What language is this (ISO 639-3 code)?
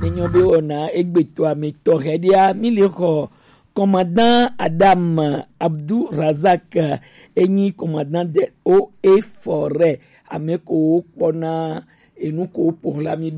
gej